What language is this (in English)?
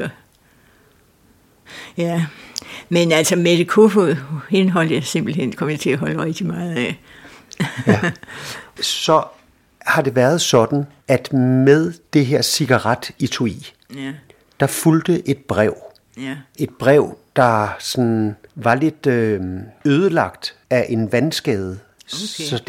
Danish